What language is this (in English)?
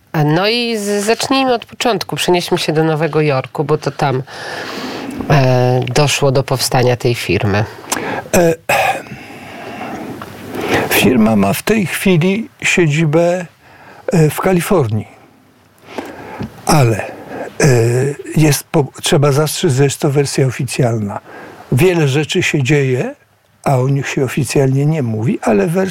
Polish